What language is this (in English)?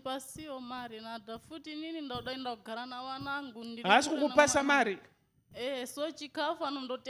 Shona